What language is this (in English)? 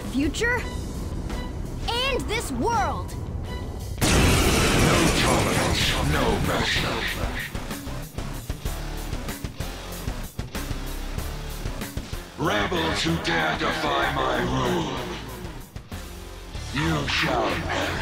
English